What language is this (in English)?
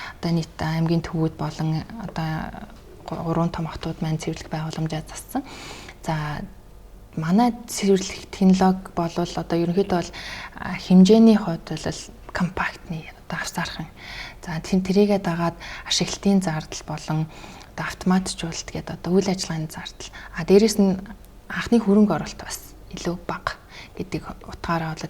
Mongolian